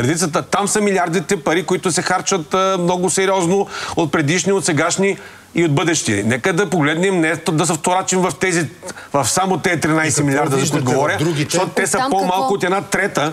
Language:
Bulgarian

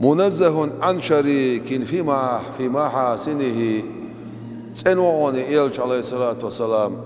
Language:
Chechen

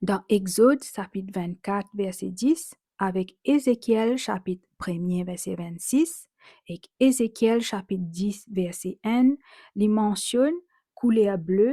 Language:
Morisyen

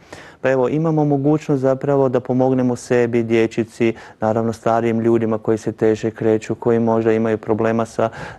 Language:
Croatian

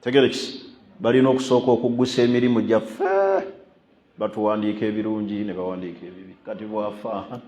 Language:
Ganda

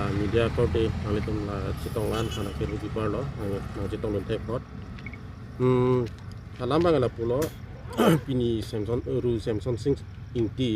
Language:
Karbi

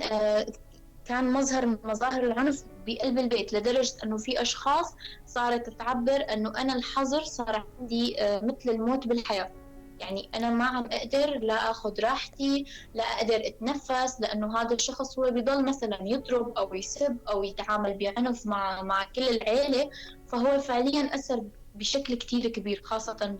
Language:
North Levantine Arabic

